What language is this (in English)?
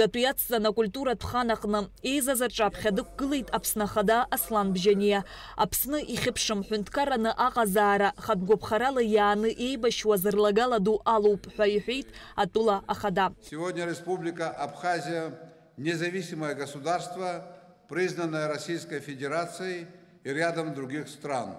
Abkhazian